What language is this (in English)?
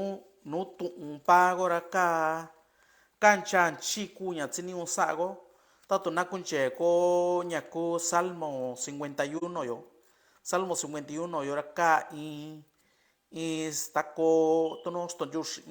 Mixtepec Mixtec